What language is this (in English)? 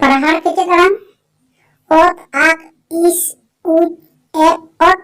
Santali